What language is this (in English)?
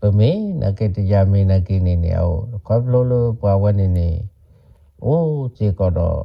S'gaw Karen